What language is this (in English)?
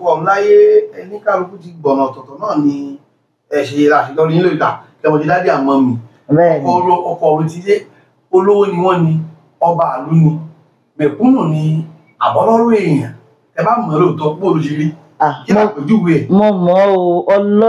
Yoruba